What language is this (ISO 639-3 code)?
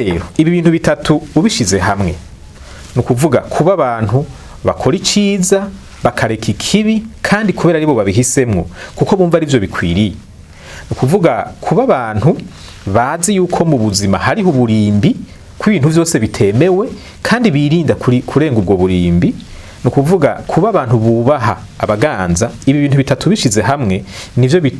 run